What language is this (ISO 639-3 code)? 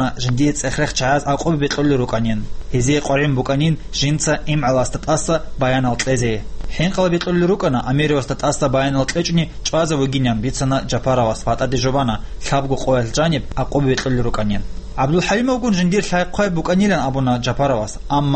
ava